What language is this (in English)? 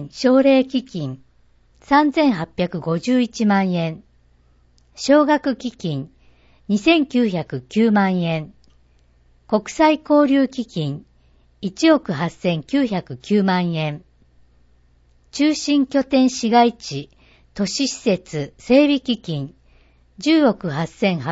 Japanese